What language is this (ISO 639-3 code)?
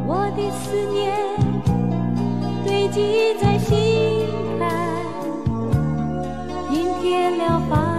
zho